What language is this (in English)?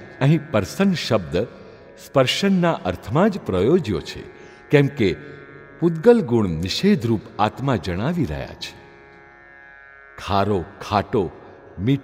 Gujarati